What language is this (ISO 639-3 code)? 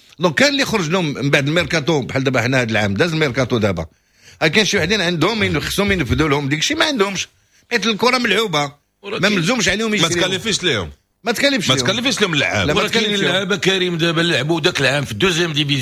ary